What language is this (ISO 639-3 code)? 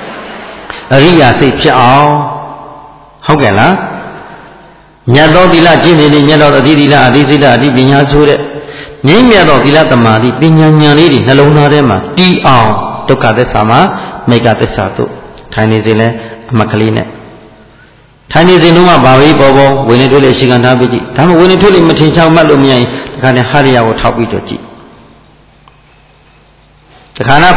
mya